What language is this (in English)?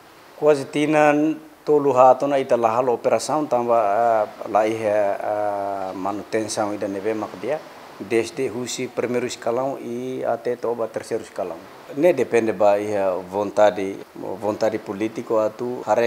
Tetum